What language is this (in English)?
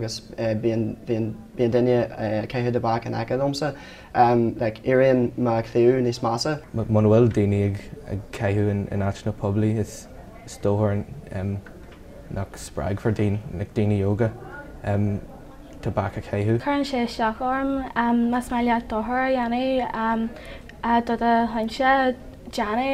Irish